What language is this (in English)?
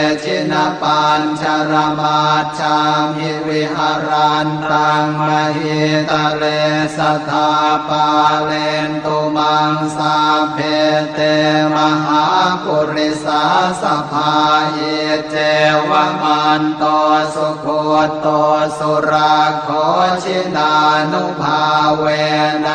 Pali